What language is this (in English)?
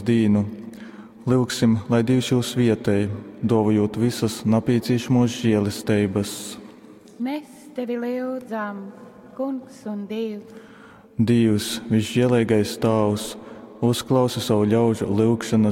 Latgalian